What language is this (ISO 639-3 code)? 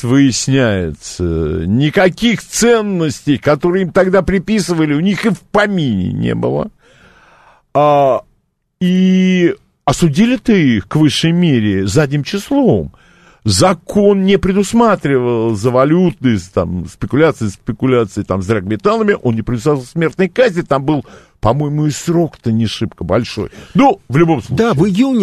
rus